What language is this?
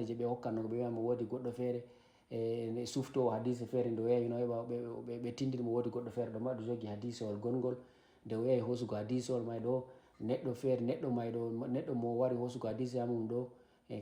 Fula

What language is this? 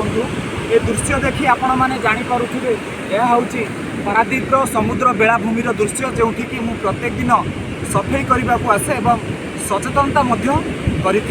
Odia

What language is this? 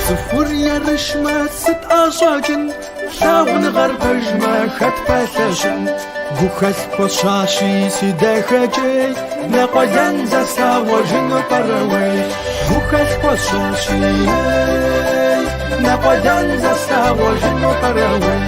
Kabardian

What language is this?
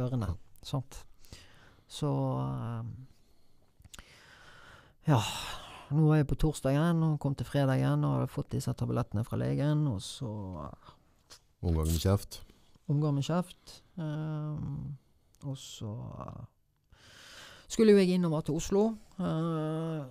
Norwegian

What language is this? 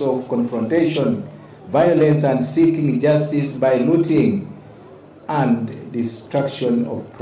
Kamba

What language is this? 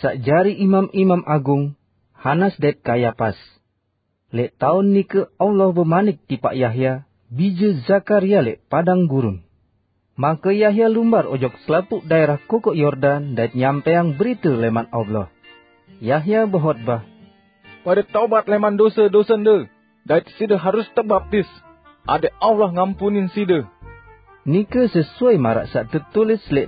Sasak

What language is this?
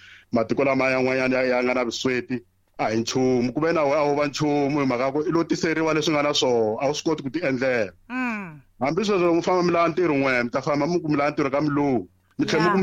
Tsonga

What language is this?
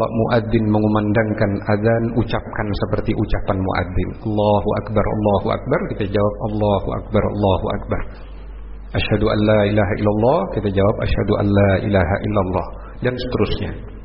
Indonesian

